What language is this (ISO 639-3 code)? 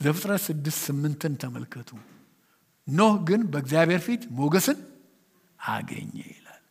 amh